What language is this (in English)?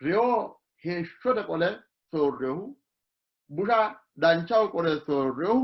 Sidamo